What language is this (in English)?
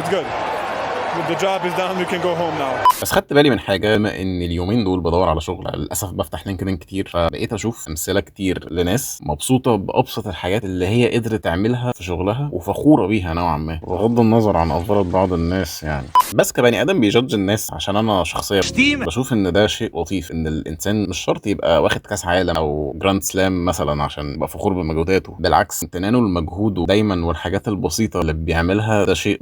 Egyptian Arabic